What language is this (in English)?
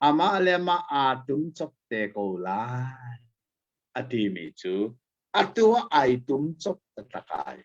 Hakha Chin